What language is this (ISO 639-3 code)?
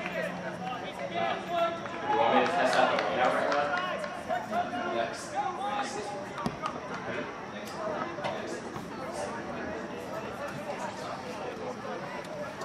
eng